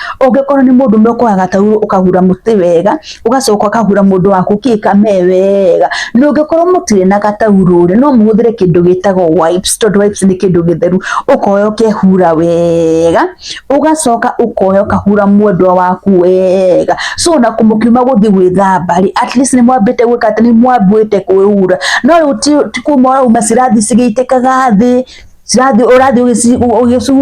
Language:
Kikuyu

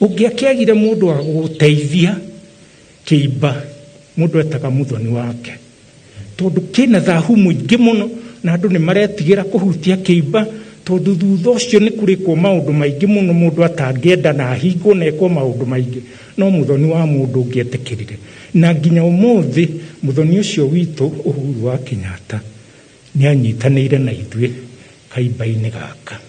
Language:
Kikuyu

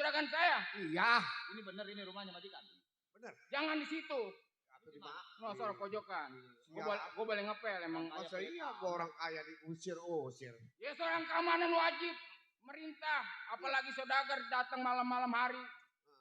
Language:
Betawi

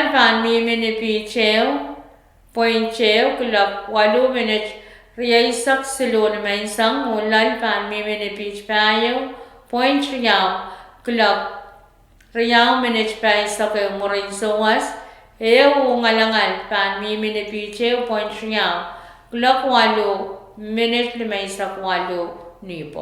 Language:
Pohnpeian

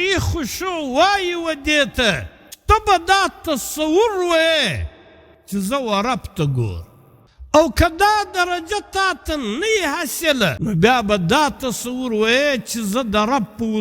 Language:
Pashto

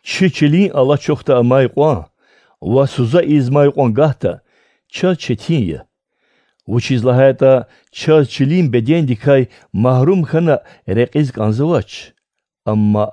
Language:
Lezghian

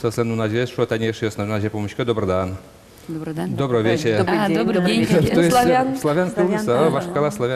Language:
Udmurt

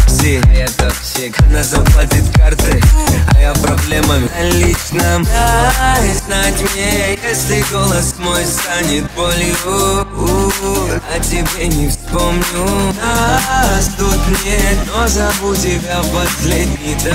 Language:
Russian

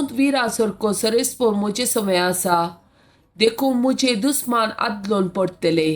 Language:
Konkani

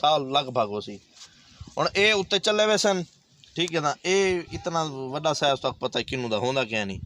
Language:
Saraiki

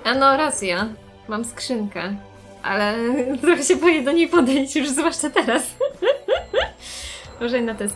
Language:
Polish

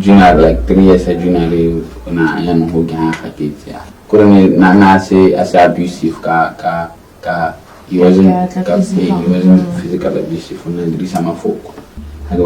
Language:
Tswana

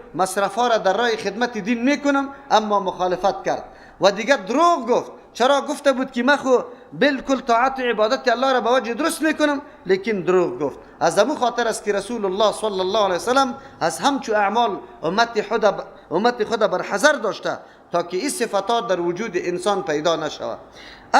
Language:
Persian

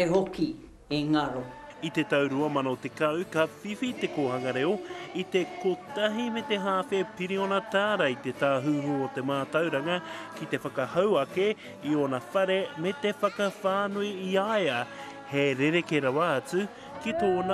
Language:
Māori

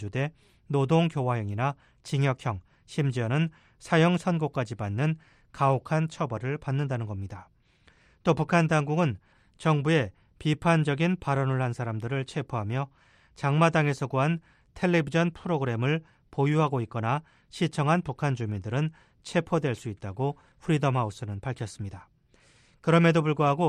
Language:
Korean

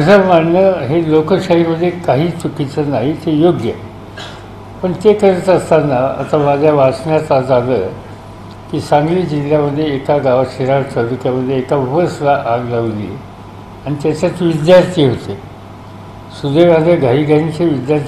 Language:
Marathi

